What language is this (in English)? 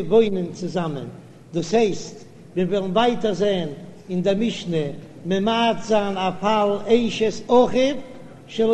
Yiddish